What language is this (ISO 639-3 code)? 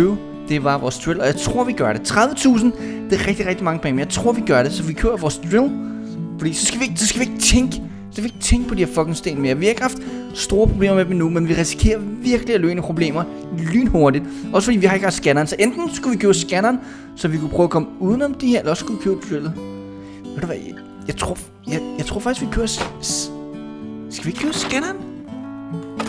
dan